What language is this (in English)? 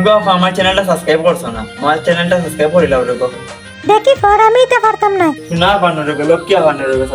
Sylheti